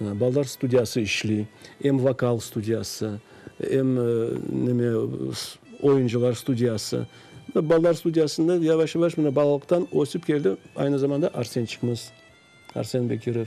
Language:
Crimean Tatar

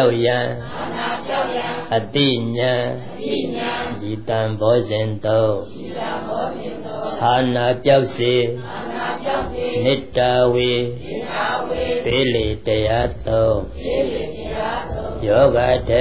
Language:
Burmese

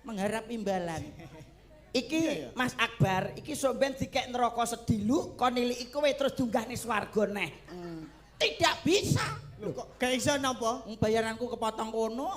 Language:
Javanese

